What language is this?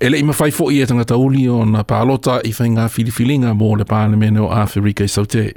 Samoan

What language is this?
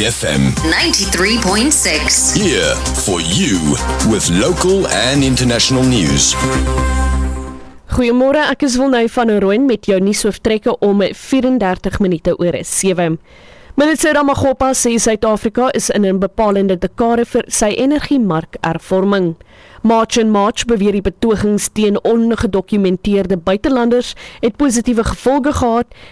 Afrikaans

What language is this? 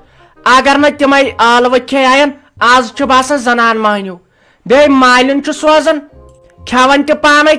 Kashmiri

